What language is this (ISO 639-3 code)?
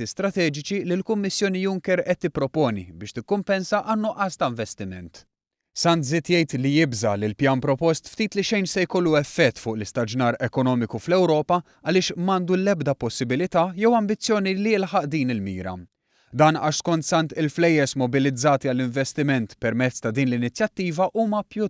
mlt